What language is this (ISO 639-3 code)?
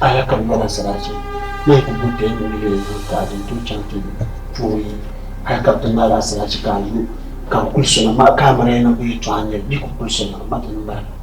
dag